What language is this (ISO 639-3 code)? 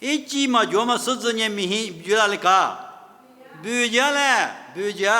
lis